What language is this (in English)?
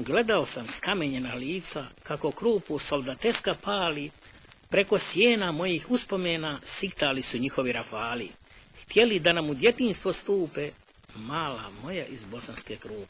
Bosnian